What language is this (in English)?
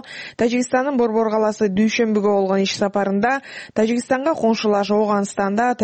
Kyrgyz